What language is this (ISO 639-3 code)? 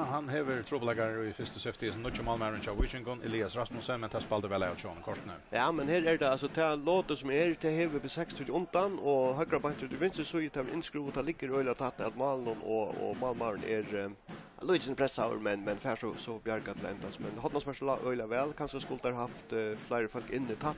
fao